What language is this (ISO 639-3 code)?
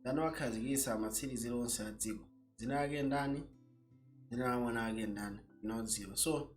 nya